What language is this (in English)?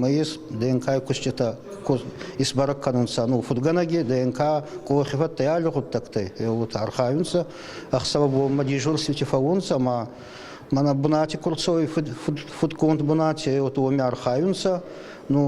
Ossetic